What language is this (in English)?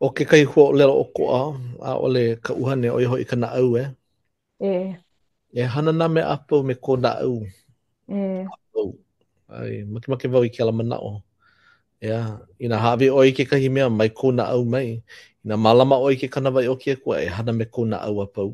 Hawaiian